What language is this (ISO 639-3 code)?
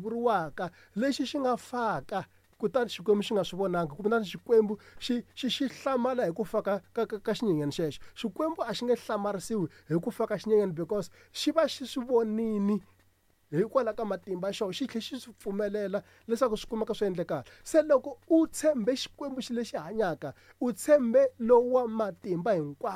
tso